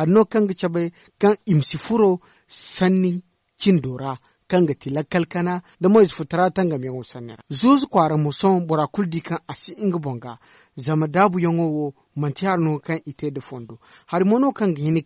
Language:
Zarma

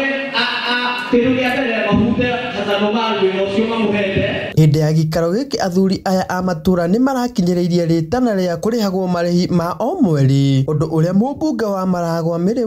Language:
Kikuyu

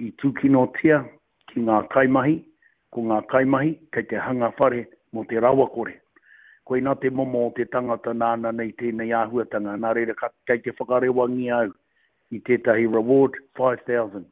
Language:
Māori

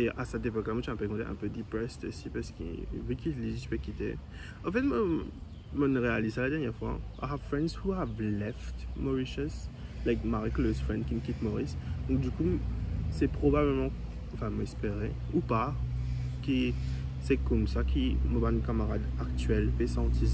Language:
Morisyen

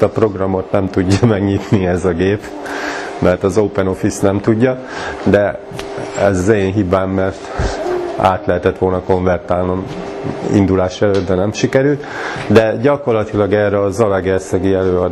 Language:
Hungarian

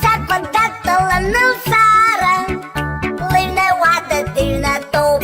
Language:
Abkhazian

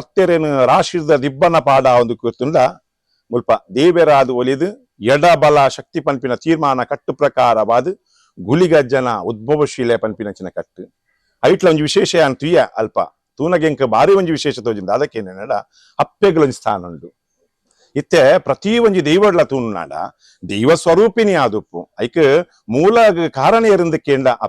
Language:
Tulu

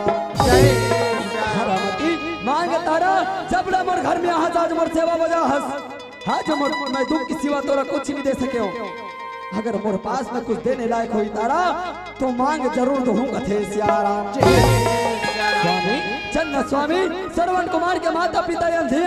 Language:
Chhattisgarhi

